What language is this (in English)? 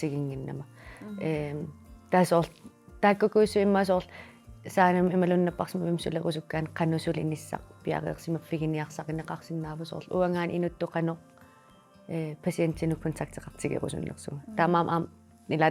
Kalaallisut